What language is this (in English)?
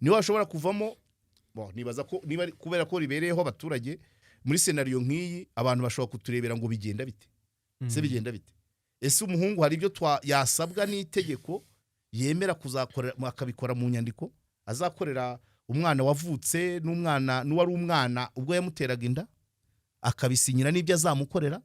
Kinyarwanda